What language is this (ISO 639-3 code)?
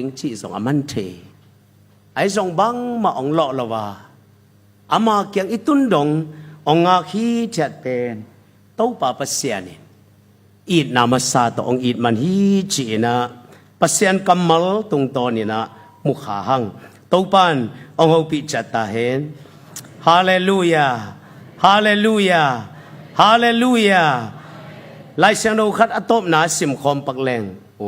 ctd